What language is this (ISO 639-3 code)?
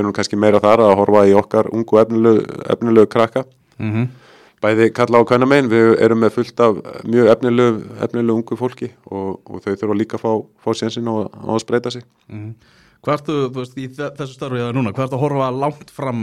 isl